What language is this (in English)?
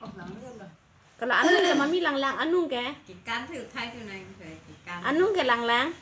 Karbi